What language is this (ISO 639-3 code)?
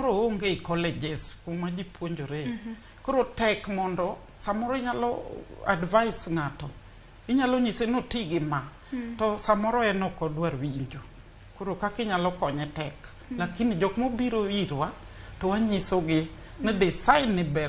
luo